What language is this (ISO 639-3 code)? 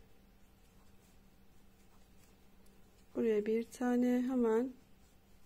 tur